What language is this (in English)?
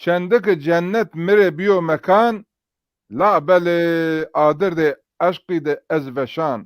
Zaza